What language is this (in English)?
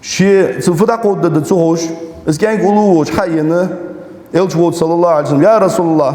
Ingush